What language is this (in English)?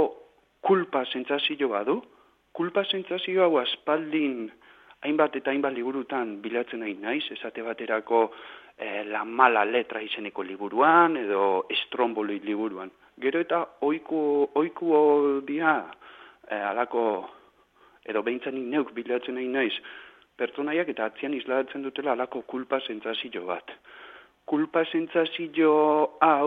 Basque